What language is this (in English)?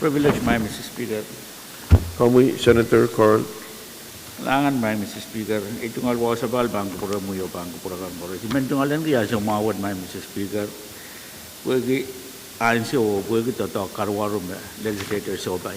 Pohnpeian